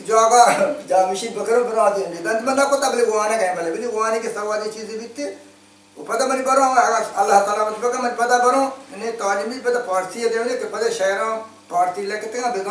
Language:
Baluchi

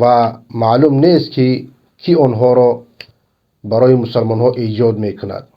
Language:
Persian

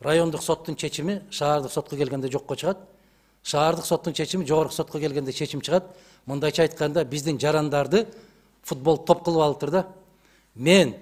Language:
Kyrgyz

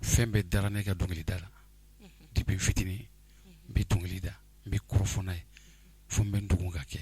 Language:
Bambara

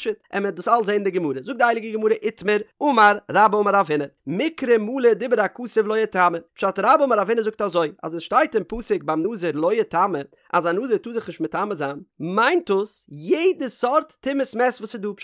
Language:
Yiddish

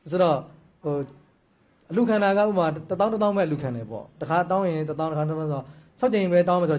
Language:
Burmese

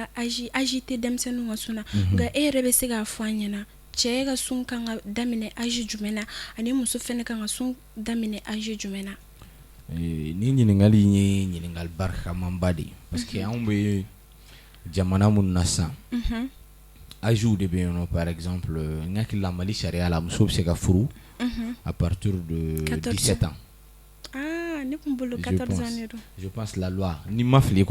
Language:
Bambara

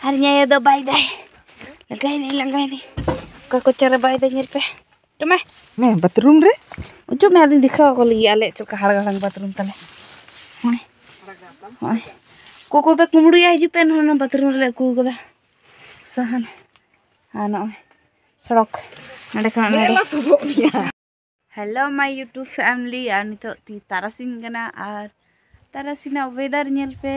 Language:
Santali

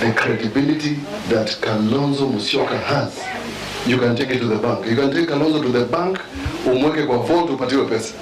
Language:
Gusii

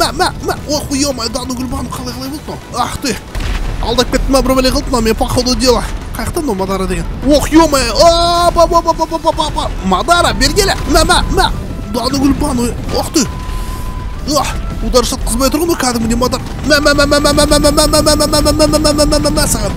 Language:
Kazakh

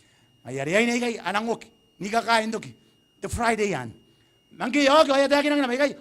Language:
Gilbertese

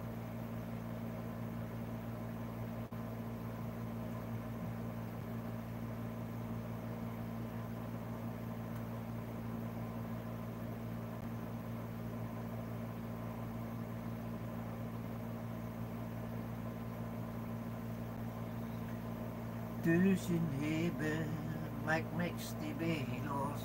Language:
Filipino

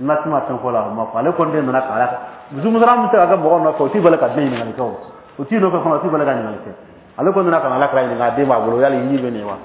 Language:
Bambara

